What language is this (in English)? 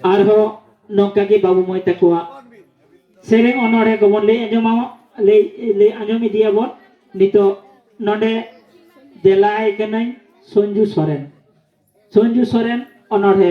Santali